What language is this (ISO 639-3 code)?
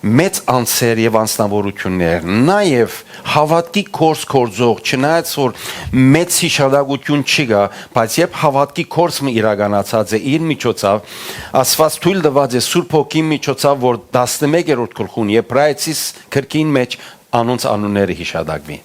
hyw